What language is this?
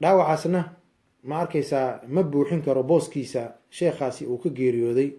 Somali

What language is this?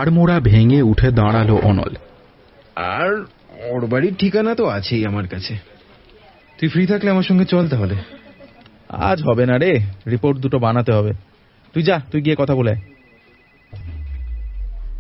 Bangla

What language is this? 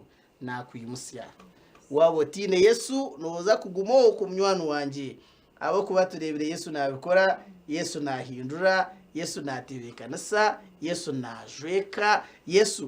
Nyankole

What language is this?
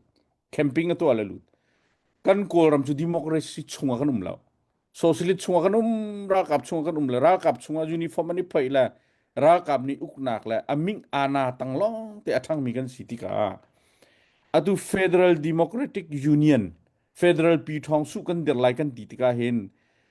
Hakha Chin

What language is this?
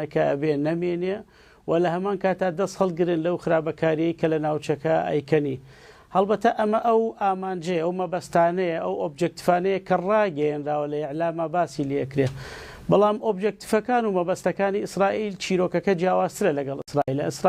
Central Kurdish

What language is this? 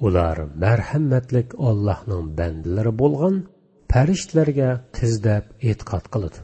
Uyghur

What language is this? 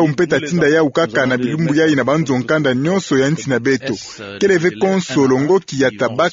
Kituba (Democratic Republic of Congo)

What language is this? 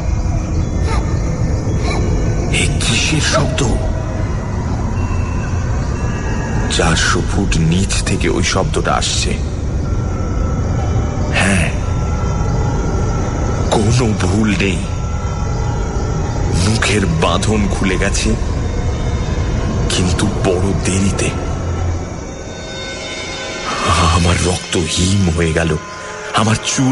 Bangla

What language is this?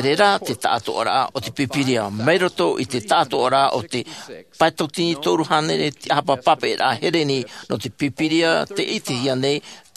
Tahitian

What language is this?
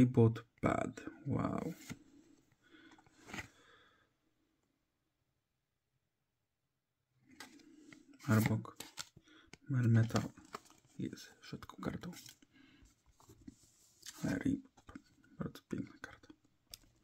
Polish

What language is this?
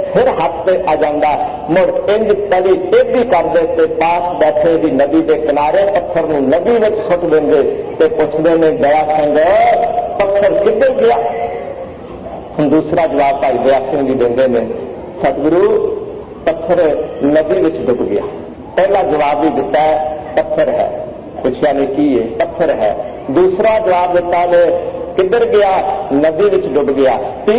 Punjabi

